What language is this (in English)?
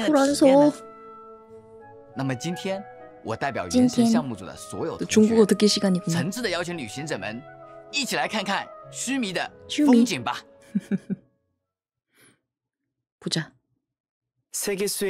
Korean